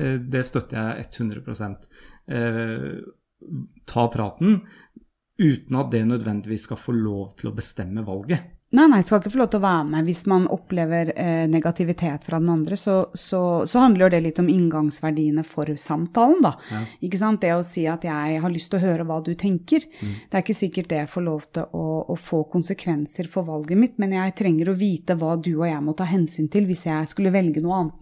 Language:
Norwegian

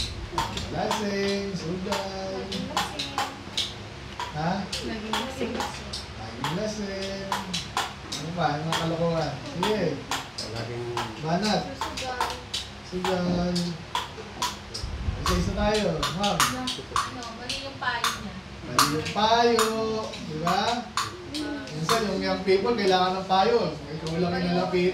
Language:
Filipino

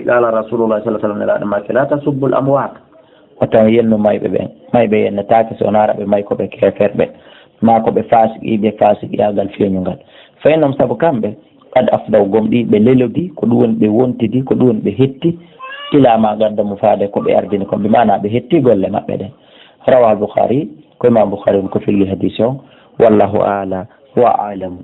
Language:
Fula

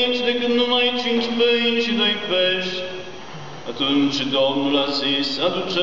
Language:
Romanian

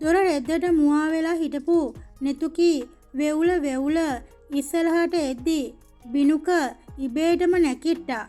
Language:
Sinhala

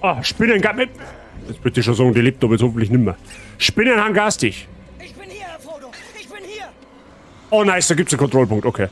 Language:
Bavarian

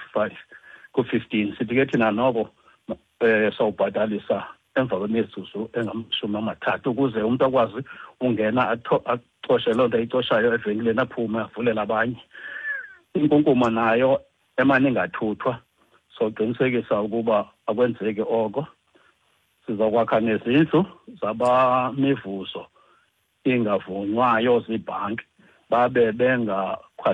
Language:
Xhosa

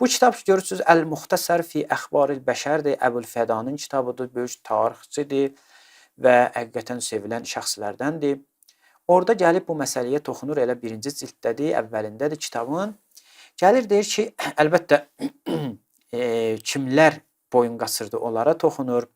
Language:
Azerbaijani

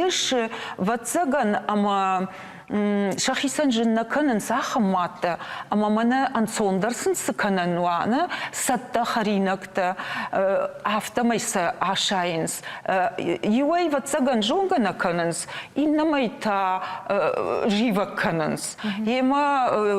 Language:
Ossetic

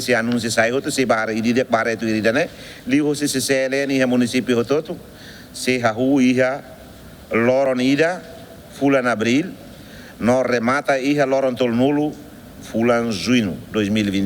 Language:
Tetum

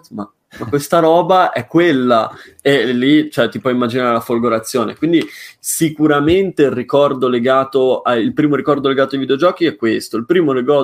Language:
Italian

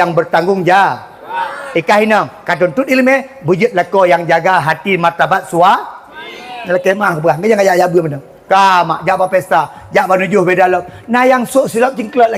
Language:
Achinese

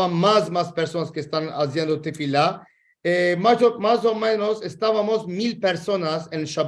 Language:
Ladino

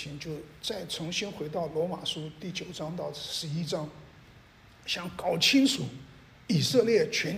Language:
Chinese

